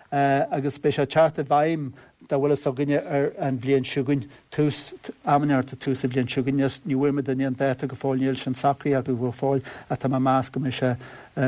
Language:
Irish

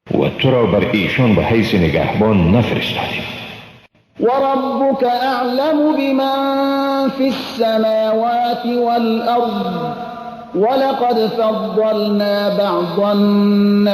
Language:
Persian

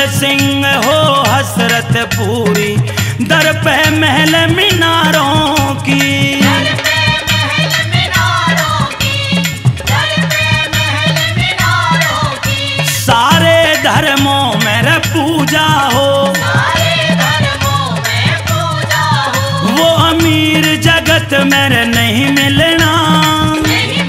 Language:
Hindi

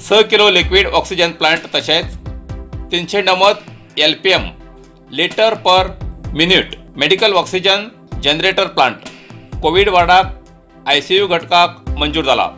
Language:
Konkani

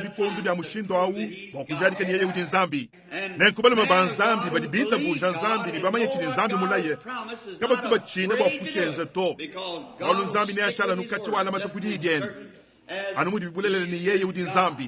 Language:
Luba-Lulua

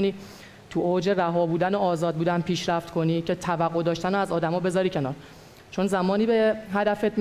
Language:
Persian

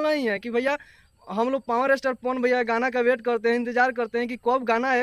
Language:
Bhojpuri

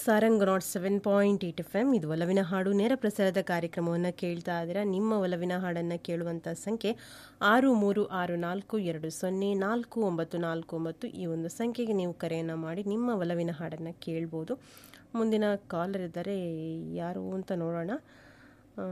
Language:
Kannada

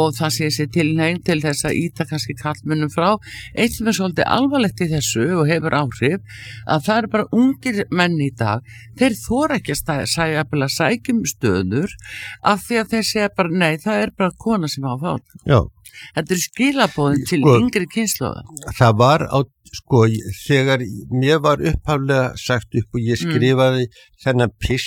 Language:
Icelandic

